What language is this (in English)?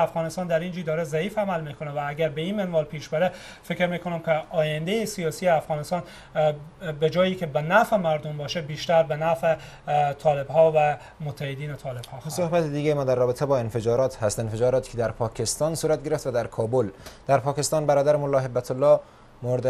Persian